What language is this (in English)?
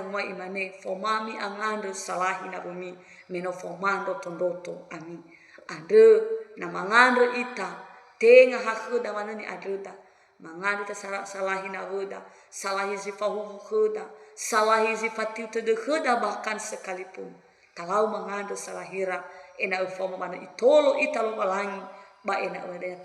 Nias